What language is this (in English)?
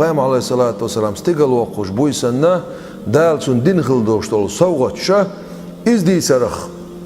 Chechen